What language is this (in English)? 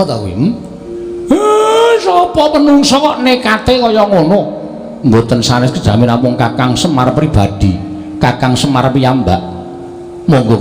Javanese